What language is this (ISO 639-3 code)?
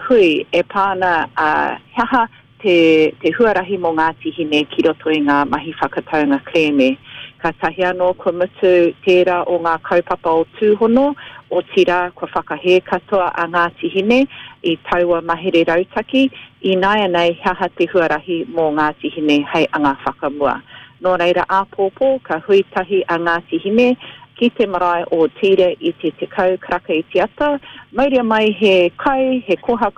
mri